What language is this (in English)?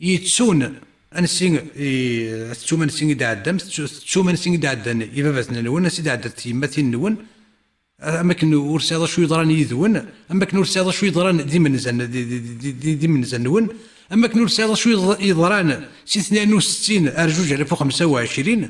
Kabyle